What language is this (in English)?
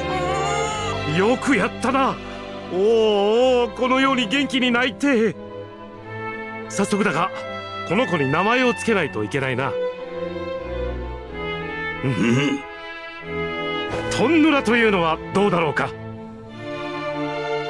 Japanese